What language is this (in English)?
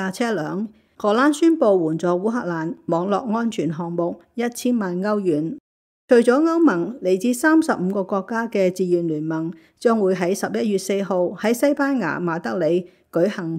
Cantonese